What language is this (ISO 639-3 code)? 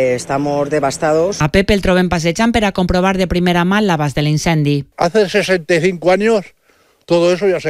cat